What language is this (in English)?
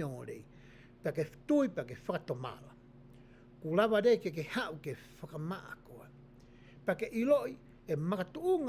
Tongan